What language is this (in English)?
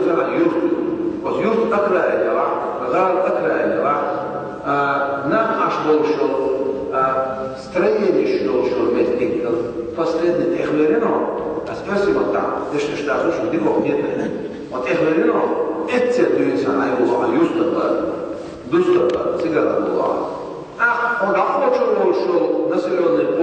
Chechen